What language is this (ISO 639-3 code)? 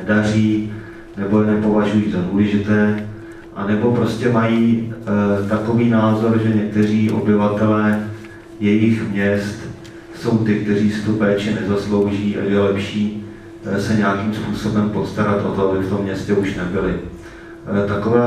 ces